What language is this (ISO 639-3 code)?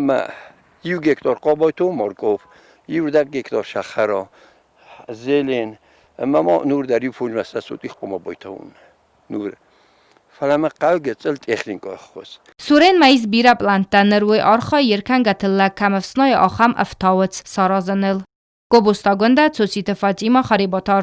oss